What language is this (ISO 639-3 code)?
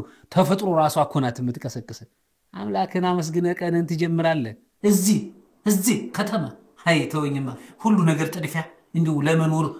amh